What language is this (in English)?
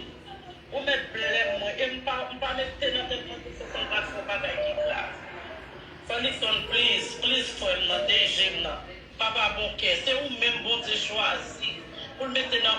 Haitian Creole